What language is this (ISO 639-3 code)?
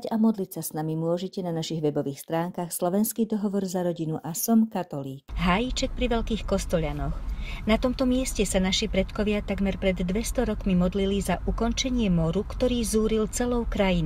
slk